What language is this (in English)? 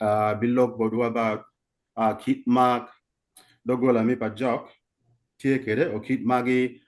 Acoli